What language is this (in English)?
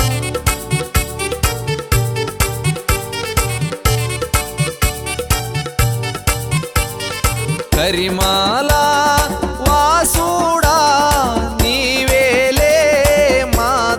Telugu